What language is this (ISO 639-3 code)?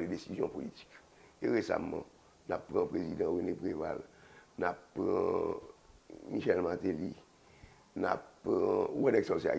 hat